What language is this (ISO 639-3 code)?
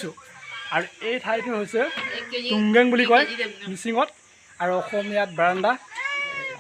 asm